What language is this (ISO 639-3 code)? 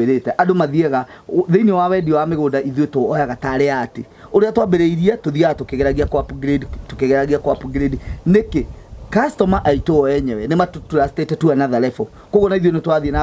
kik